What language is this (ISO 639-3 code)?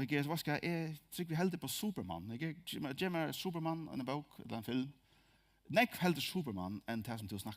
fao